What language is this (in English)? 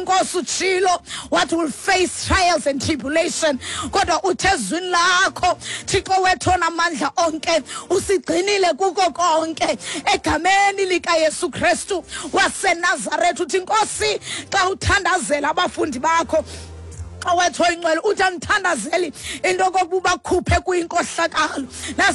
Xhosa